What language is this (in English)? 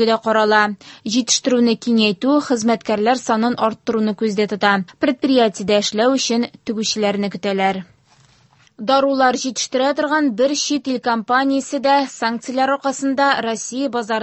Tatar